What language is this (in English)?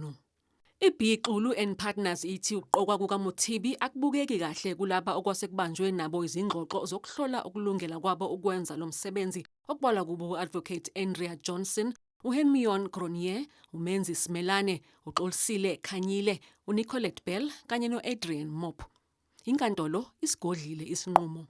Zulu